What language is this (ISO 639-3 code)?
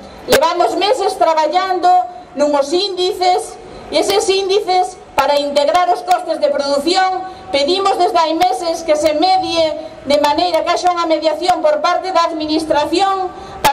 glg